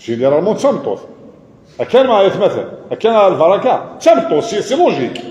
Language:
Kabyle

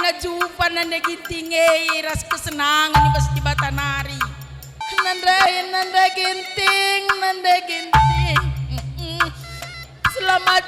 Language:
Batak Karo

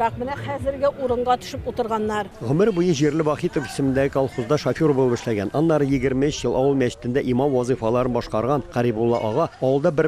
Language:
Tatar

